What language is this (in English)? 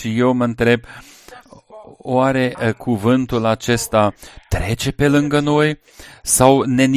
Romanian